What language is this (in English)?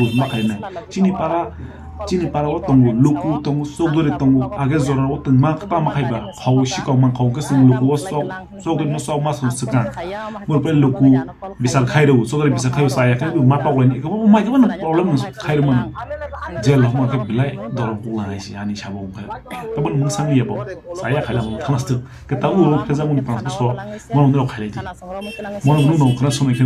Kok Borok